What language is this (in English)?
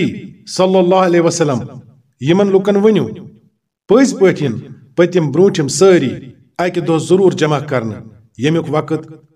Kashmiri